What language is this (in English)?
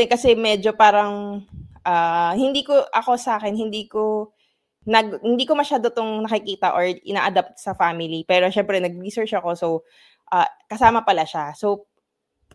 Filipino